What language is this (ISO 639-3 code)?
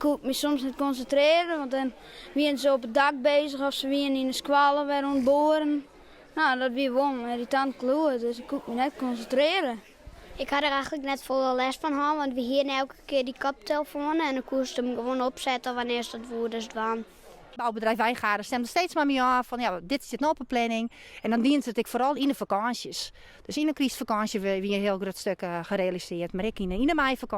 fry